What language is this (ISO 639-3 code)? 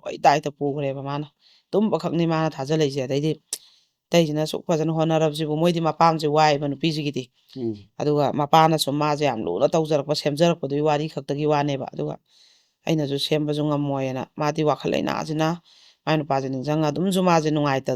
mni